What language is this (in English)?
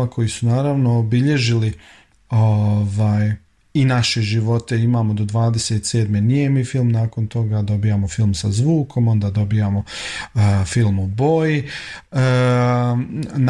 Bosnian